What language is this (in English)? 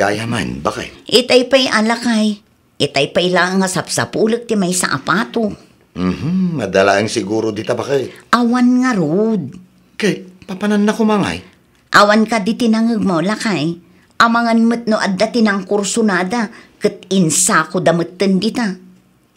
Iloko